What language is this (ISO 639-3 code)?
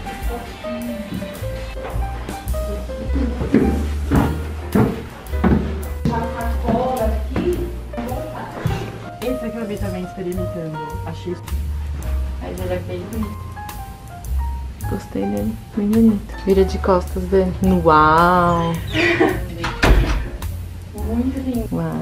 por